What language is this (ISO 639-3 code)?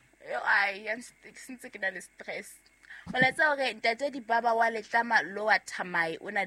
sot